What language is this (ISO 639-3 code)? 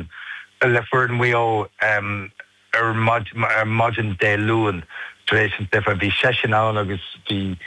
gle